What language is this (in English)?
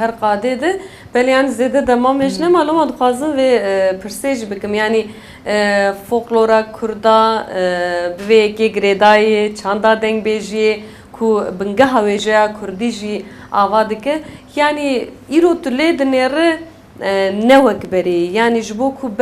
Kurdish